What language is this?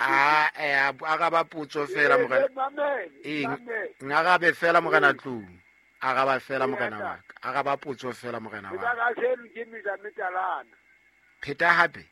Southern Sotho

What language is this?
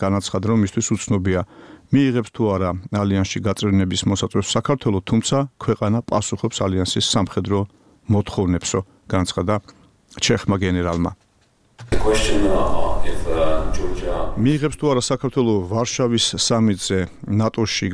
Georgian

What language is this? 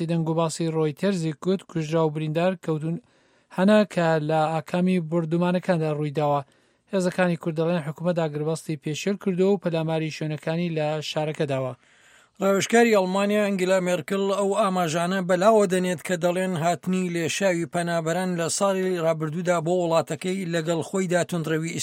Central Kurdish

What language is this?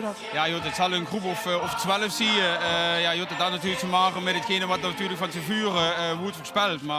Limburgish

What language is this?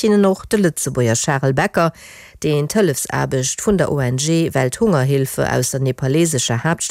Luxembourgish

